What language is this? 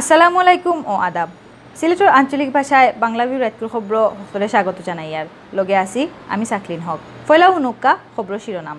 Sylheti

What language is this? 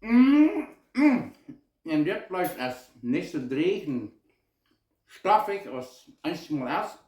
Plautdietsch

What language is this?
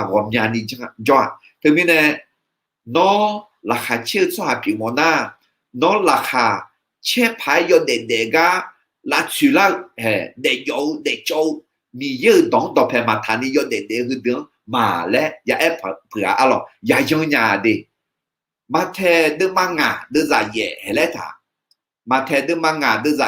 Akha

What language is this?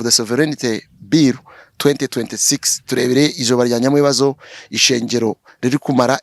Nyankole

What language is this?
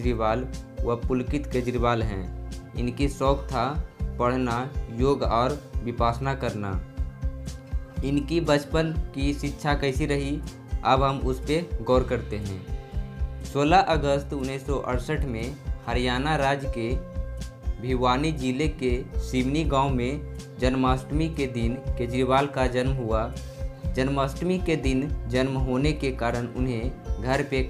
Hindi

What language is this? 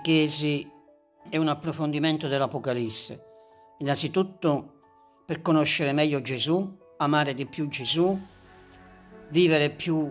Italian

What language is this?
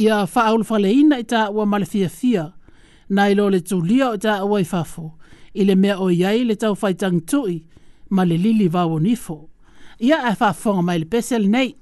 Samoan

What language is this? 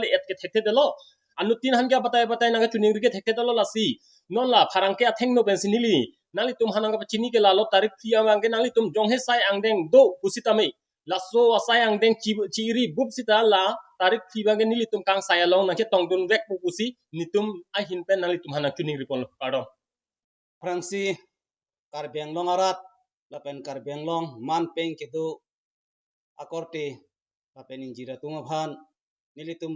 Karbi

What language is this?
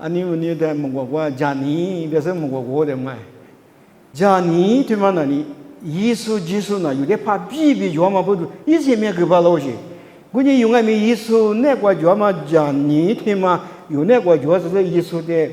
Lisu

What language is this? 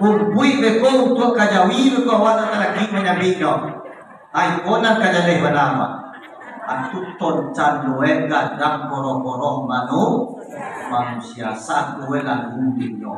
Minangkabau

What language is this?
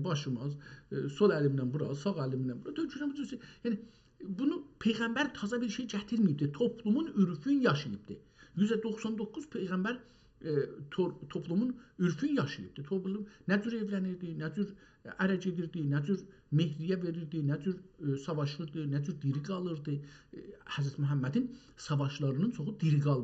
South Azerbaijani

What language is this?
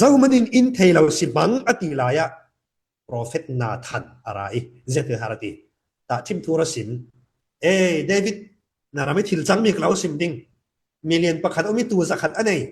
Falam Chin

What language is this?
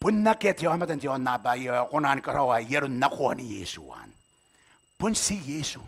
Gilbertese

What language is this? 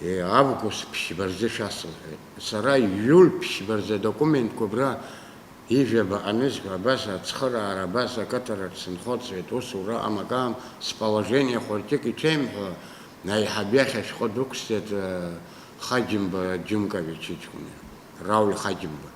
Abkhazian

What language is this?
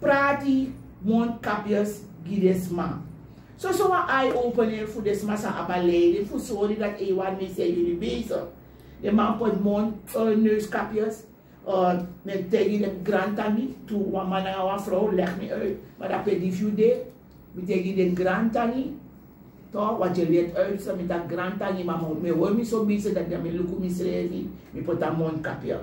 Sranan Tongo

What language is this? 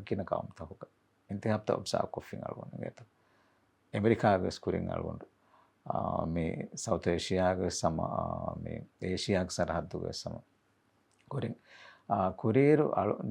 Divehi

